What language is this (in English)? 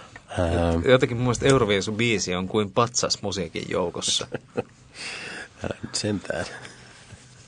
Finnish